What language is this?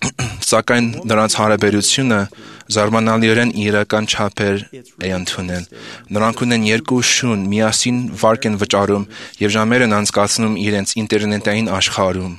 Armenian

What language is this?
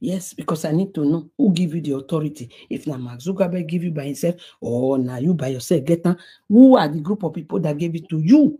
Nigerian Pidgin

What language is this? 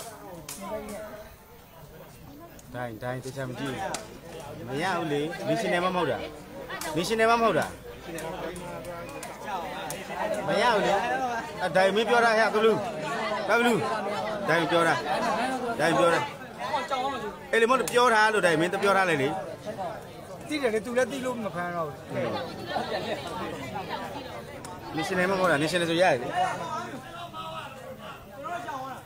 Burmese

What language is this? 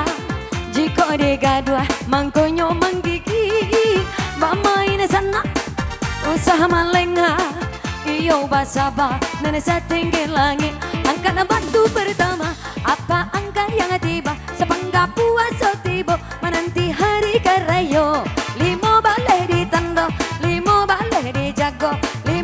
Minangkabau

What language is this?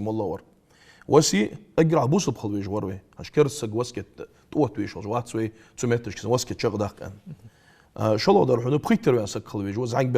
Ingush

